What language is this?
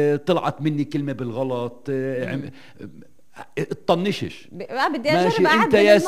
North Levantine Arabic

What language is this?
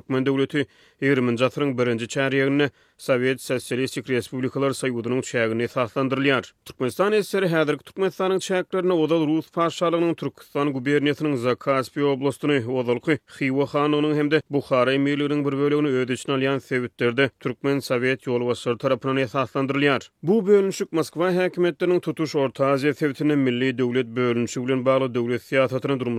Turkmen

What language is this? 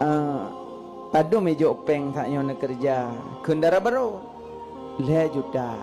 Achinese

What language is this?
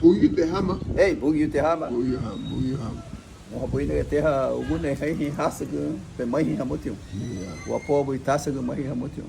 Garifuna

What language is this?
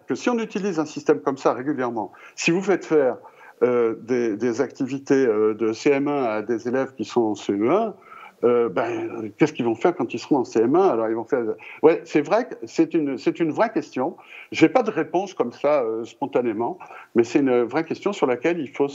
French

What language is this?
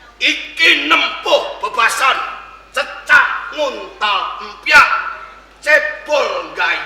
Javanese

